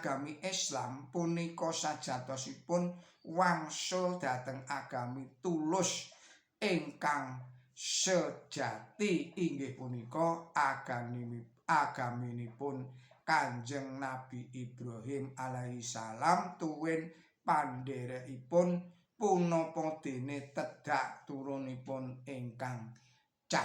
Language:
Javanese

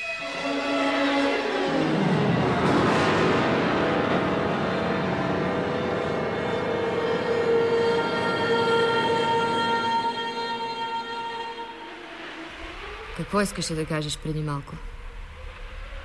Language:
Bulgarian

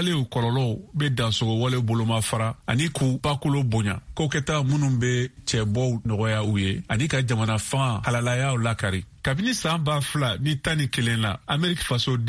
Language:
Bambara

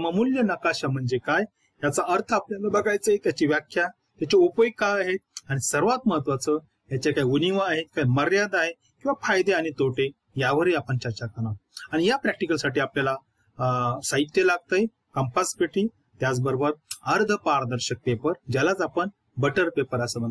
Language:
Marathi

